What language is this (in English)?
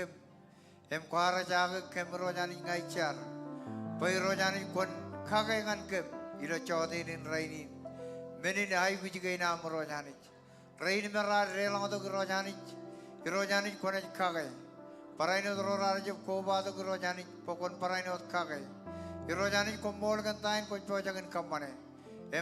Marshallese